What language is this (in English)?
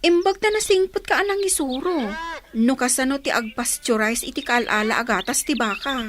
Iloko